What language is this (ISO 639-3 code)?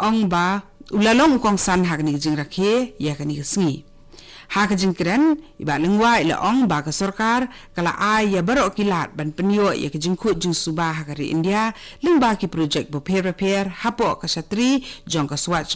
kha